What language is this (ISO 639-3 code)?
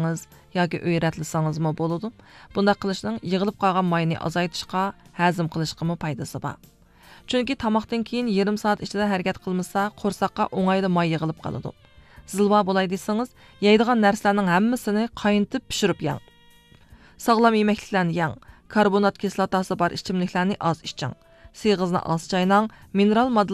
uig